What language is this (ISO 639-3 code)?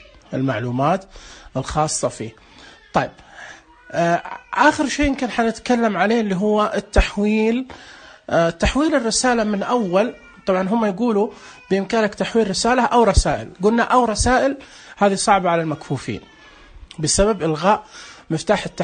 ars